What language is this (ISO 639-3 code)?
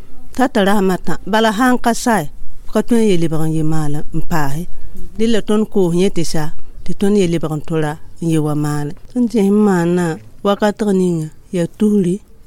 mos